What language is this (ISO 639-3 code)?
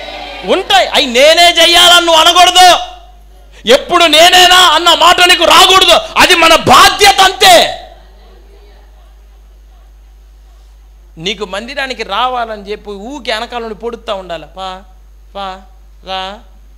tel